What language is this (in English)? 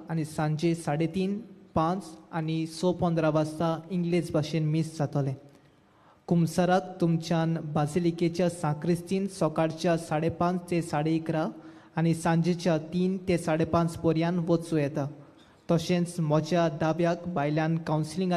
Konkani